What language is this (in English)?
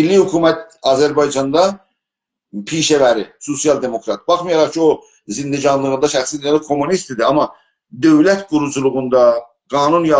South Azerbaijani